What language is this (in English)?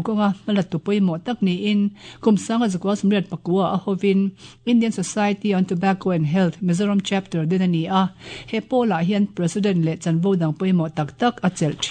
Mizo